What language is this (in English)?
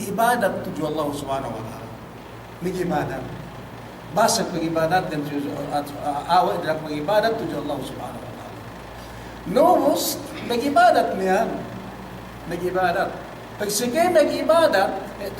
Yakan